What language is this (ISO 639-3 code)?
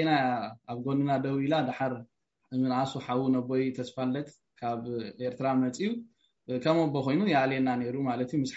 tir